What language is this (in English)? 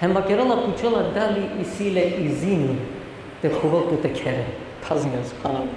Balkan Romani